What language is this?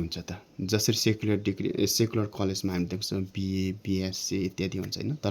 Nepali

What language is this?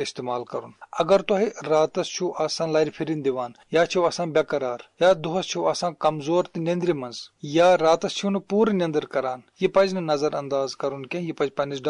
Kashmiri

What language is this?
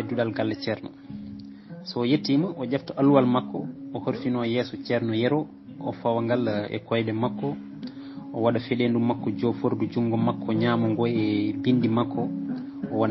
Fula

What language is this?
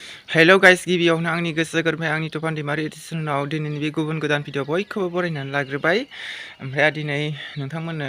Bodo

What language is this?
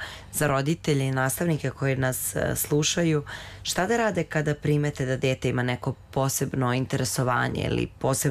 Serbian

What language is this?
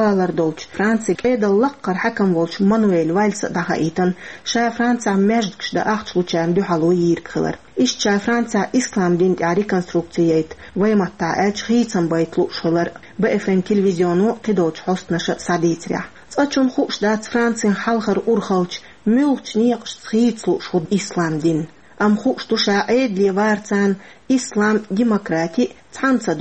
Chechen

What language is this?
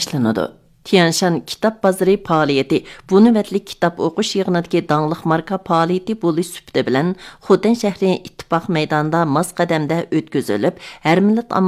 Uyghur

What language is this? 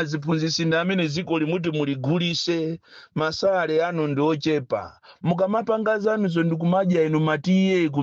Nyanja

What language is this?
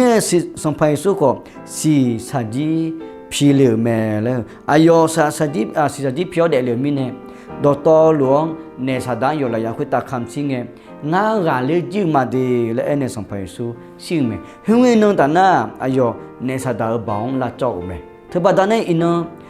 Akha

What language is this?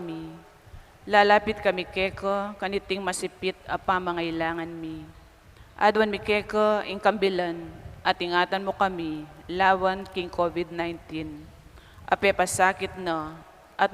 Pampanga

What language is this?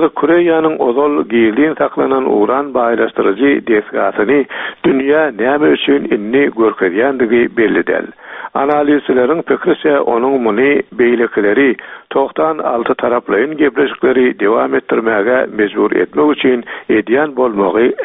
Turkmen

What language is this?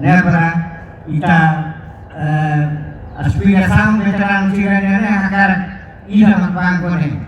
Tetum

